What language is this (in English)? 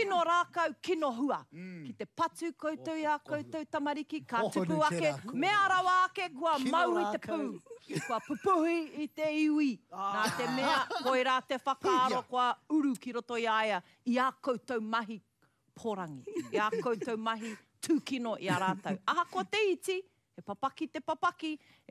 Māori